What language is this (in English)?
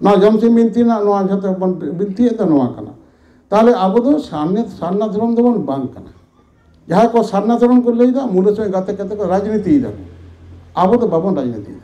Santali